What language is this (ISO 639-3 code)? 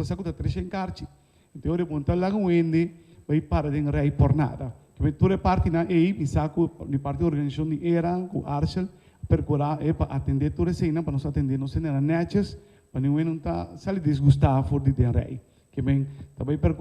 pap